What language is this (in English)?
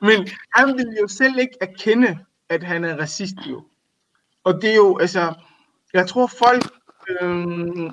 Danish